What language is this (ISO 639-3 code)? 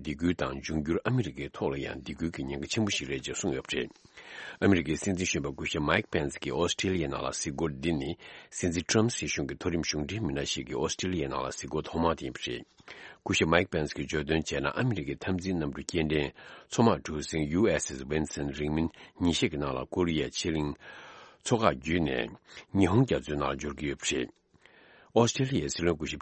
bod